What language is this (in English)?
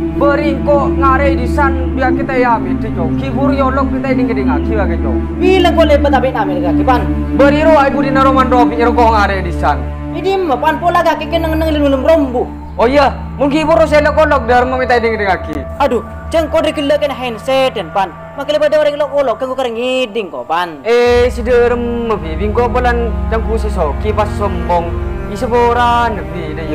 Madurese